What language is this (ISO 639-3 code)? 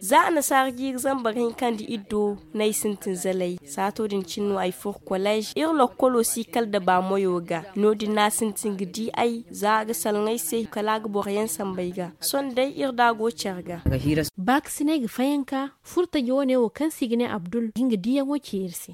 dje